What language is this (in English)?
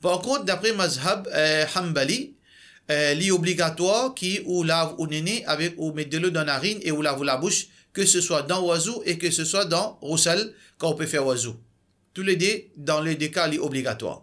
Morisyen